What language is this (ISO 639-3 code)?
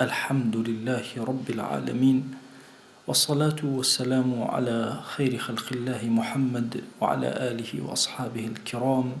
ckb